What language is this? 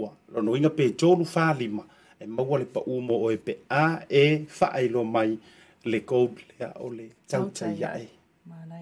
Samoan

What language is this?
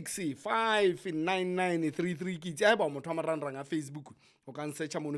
Southern Sotho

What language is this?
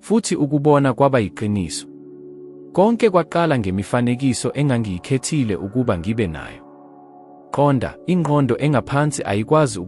Zulu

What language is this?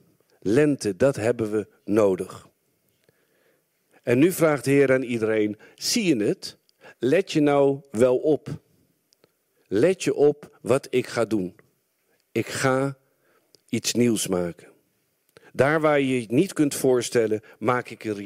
Dutch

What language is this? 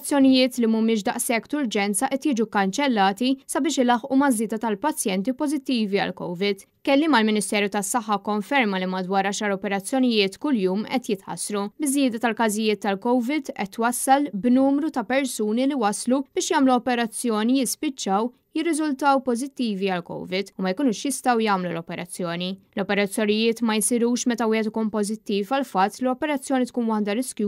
Maltese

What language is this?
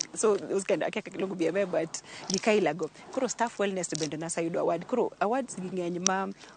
Luo (Kenya and Tanzania)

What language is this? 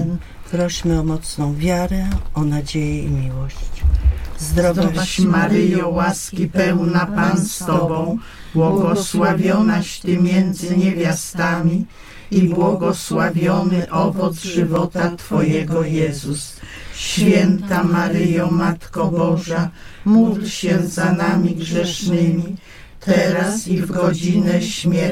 Polish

